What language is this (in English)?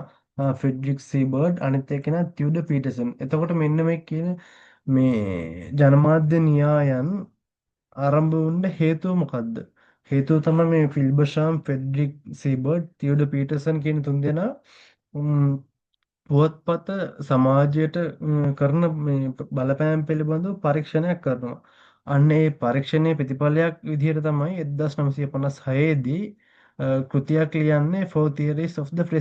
Sinhala